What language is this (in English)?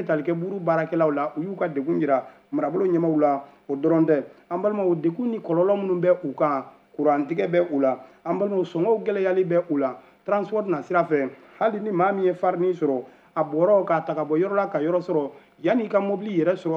Bambara